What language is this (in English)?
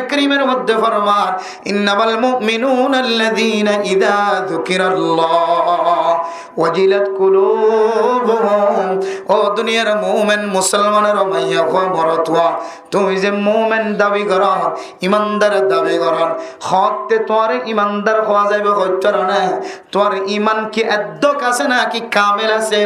Rohingya